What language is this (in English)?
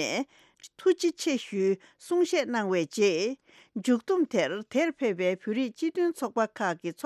Tibetan